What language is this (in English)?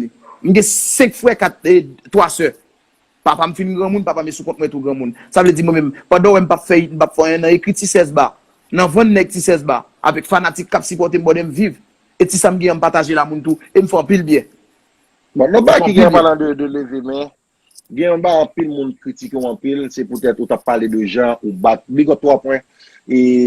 Haitian Creole